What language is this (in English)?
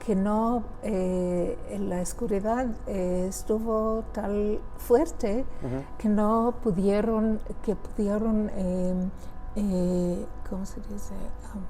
Ladino